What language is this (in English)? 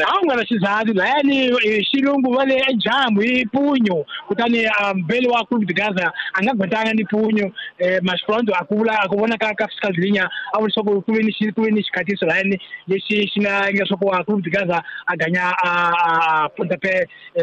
Tsonga